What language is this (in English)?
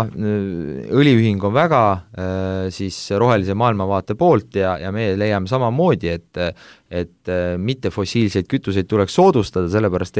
Estonian